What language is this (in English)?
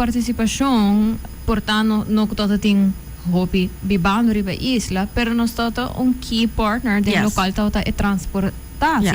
Papiamento